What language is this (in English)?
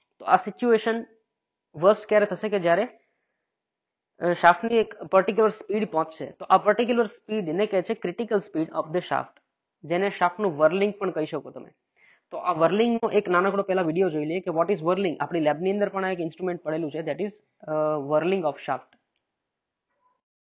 Gujarati